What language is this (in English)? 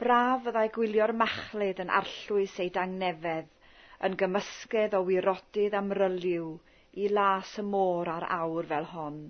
Welsh